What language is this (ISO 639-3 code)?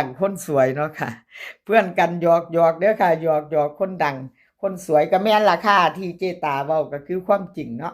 tts